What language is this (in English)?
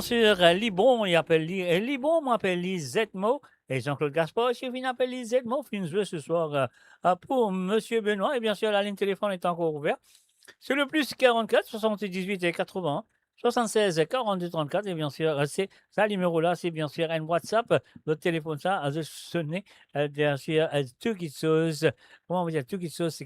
Morisyen